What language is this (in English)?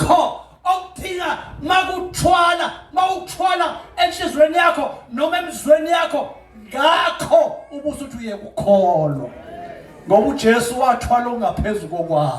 Zulu